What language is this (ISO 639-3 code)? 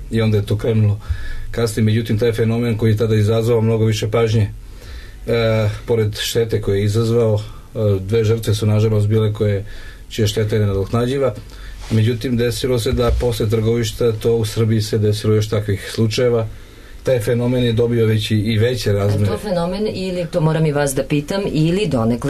srp